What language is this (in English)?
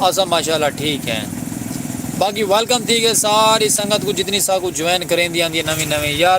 Saraiki